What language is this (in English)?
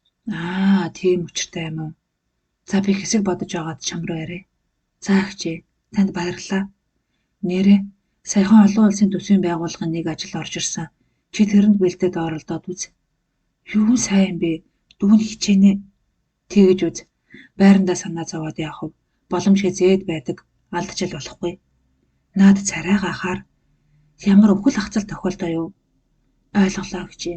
Mongolian